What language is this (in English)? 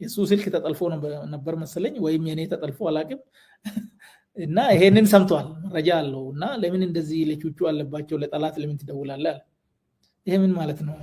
Amharic